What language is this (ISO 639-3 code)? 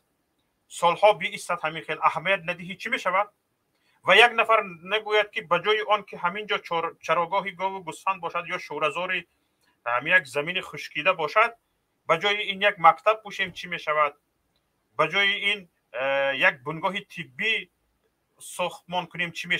tgk